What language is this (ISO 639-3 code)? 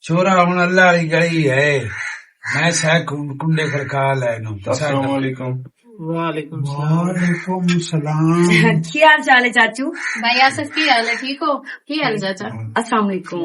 lah